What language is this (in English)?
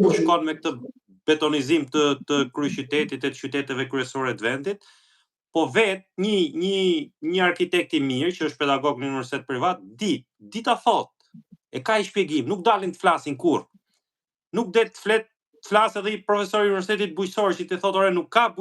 Albanian